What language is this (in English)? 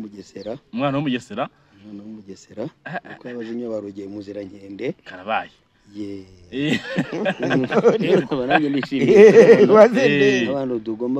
Kinyarwanda